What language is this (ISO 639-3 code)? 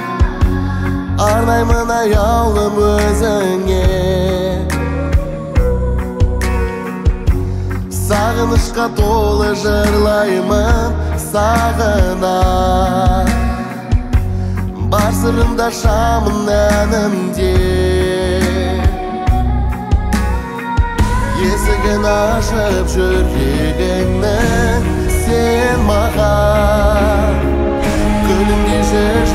kaz